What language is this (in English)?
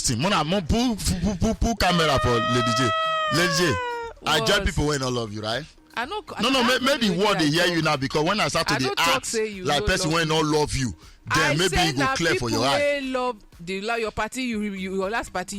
Nigerian Pidgin